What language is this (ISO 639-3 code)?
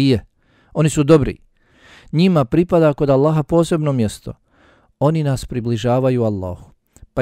bos